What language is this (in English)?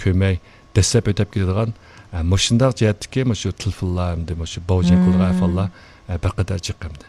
Uyghur